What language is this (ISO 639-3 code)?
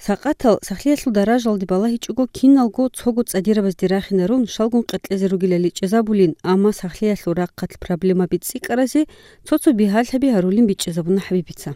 ava